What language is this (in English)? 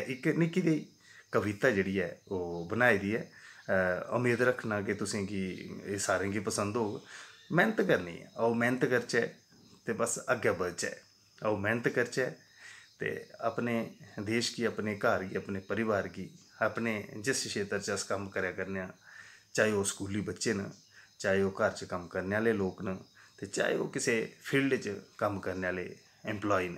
Dogri